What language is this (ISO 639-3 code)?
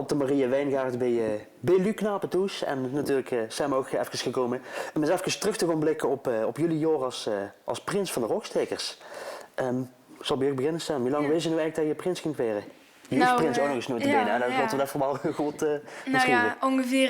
lim